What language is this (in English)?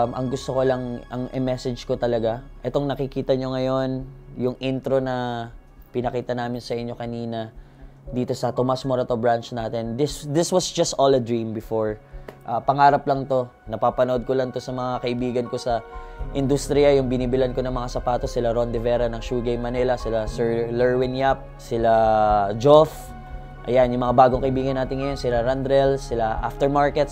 Filipino